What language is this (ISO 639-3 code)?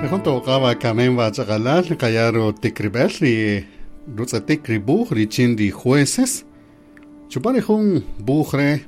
cak